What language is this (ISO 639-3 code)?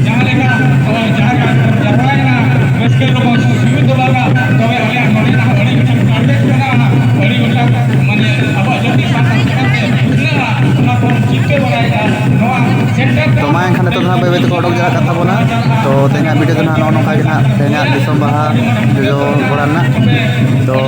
sat